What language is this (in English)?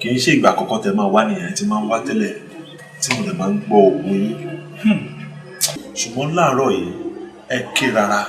Yoruba